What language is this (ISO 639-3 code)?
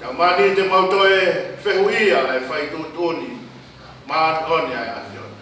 ton